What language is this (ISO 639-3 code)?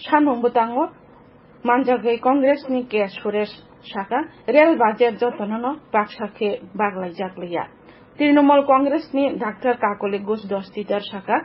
trp